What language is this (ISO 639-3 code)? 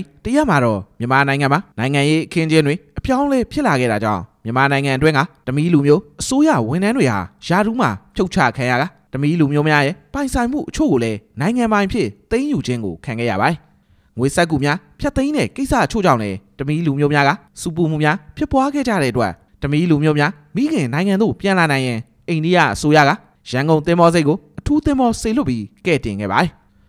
mya